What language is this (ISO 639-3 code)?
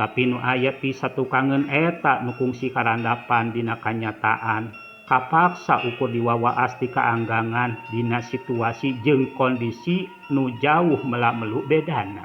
sun